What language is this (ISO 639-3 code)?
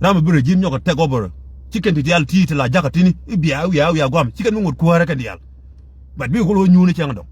nus